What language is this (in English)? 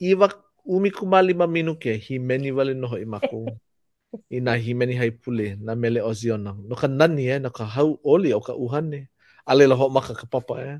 Hawaiian